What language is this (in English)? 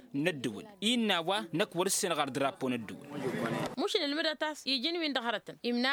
Tamasheq